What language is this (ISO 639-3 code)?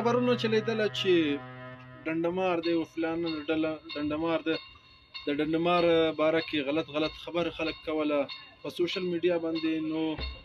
pus